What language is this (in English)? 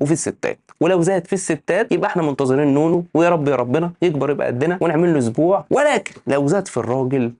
Egyptian Arabic